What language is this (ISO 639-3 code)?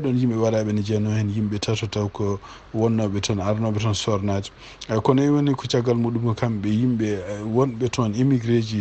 ful